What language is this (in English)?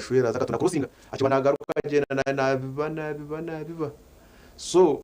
Nyankole